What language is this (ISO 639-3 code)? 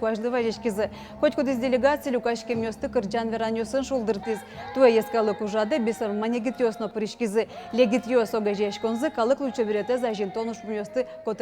udm